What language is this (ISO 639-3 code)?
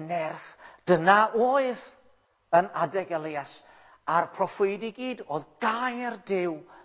cym